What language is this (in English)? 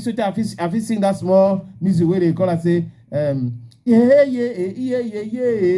Cameroon Pidgin